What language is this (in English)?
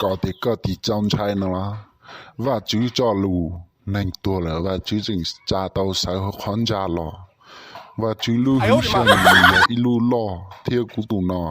Hmong